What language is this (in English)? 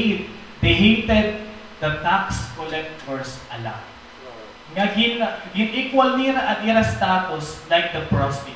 Waray